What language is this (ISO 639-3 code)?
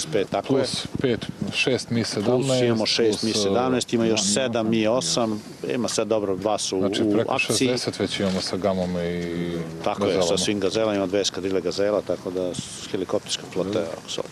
srp